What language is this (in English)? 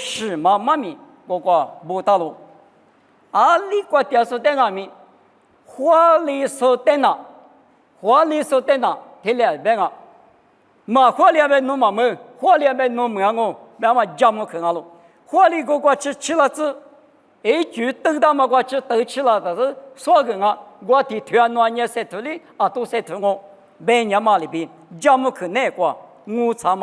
Lisu